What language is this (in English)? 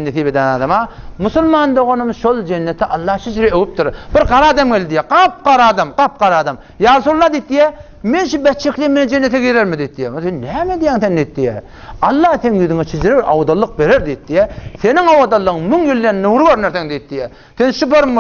Turkmen